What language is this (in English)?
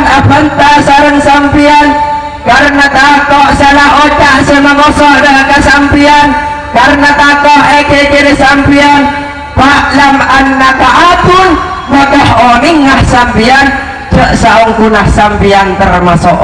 Madurese